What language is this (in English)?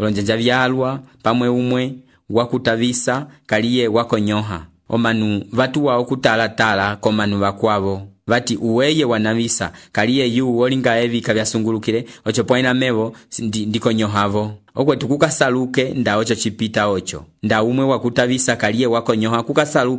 Umbundu